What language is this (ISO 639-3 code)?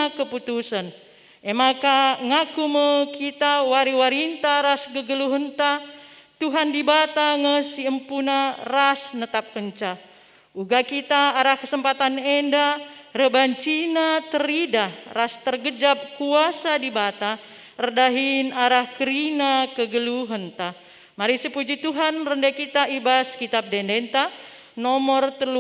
btx